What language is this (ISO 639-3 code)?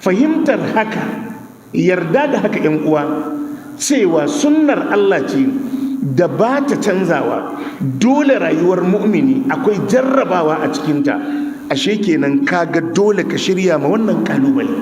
hau